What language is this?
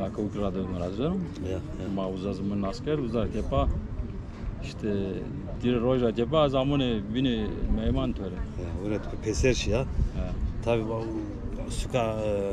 Zaza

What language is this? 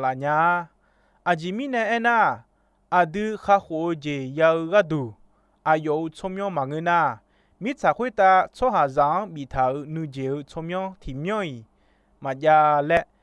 Akha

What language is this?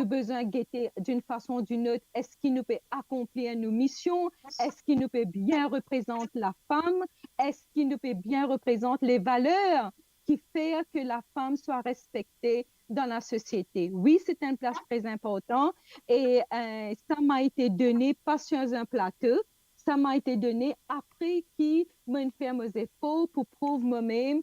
Morisyen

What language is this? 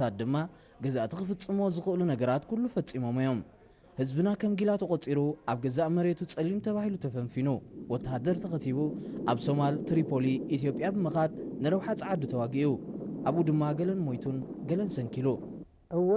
Tigrinya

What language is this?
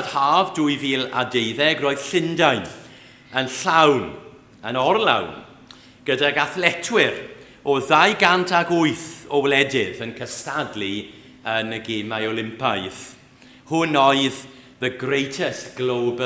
Welsh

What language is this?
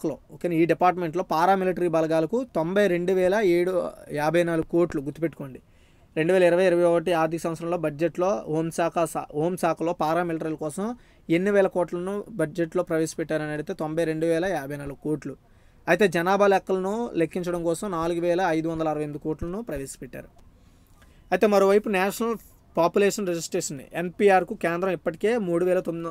Telugu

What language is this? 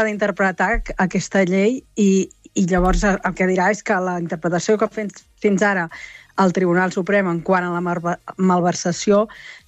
Catalan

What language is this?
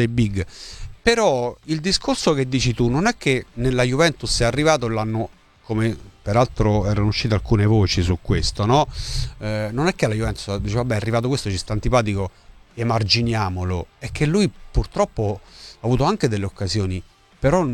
Italian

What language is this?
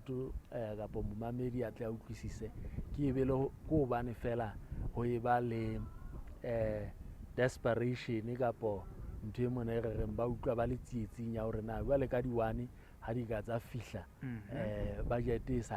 Southern Sotho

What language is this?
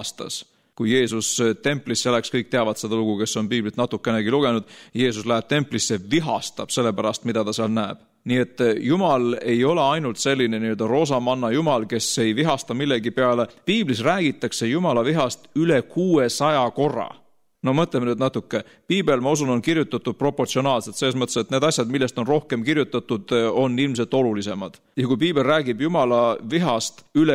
Estonian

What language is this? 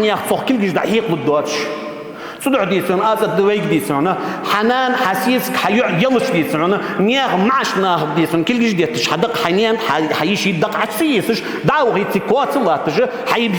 Ingush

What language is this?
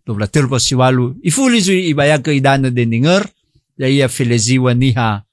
Nias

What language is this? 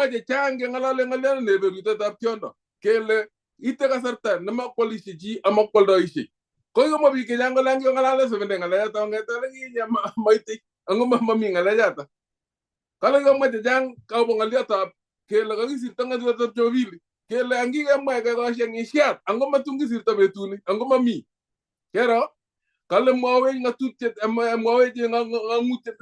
Kalenjin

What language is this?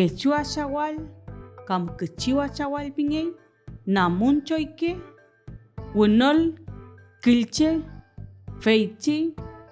Mapuche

